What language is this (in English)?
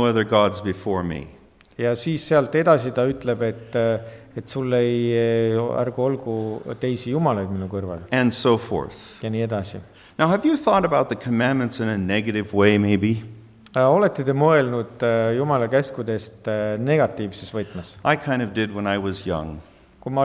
Estonian